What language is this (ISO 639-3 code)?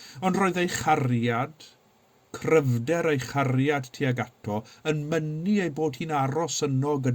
cym